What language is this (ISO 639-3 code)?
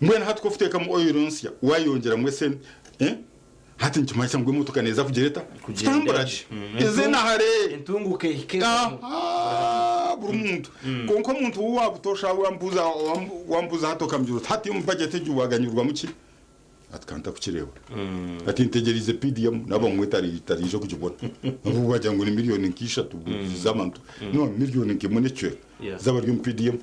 nyn